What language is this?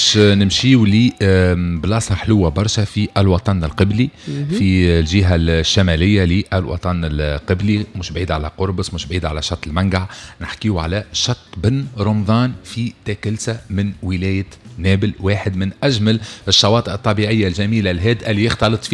Tunisian Arabic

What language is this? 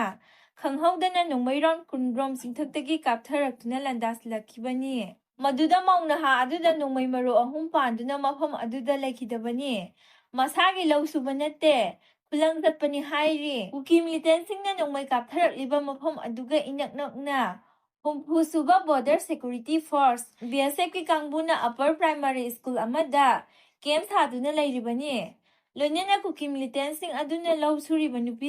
Manipuri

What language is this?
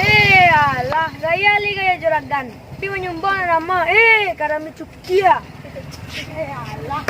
Minangkabau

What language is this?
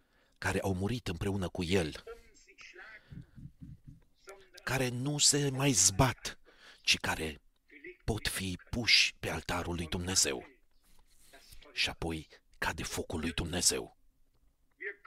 Romanian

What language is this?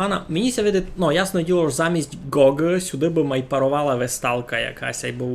Rusyn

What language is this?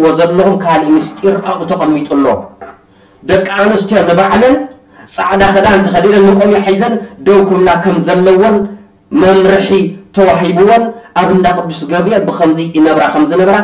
Tigrinya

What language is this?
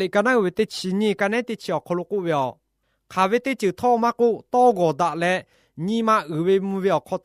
Lahu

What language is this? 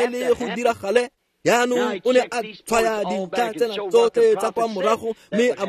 Tswana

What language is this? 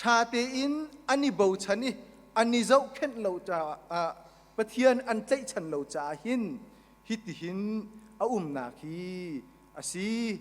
Hakha Chin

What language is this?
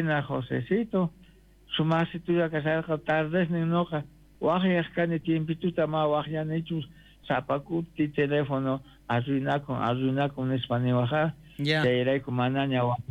South Bolivian Quechua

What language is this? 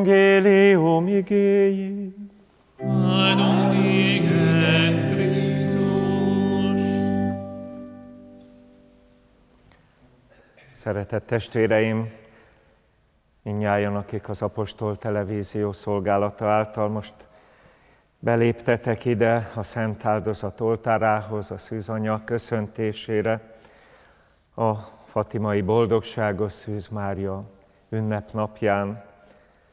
Hungarian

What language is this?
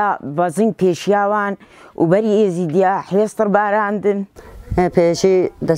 Kurdish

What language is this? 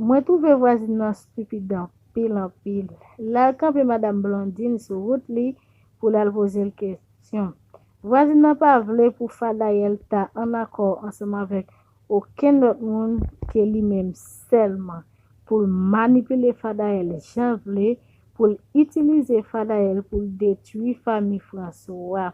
Haitian Creole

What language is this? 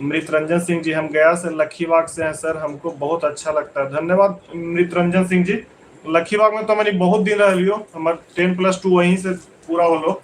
Magahi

